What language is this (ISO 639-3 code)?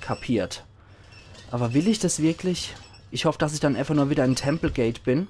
pfl